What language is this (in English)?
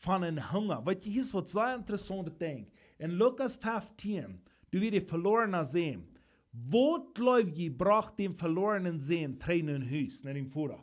Plautdietsch